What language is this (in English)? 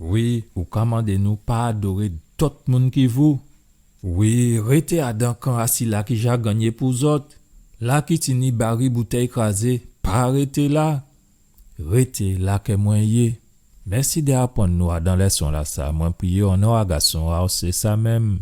Guadeloupean Creole French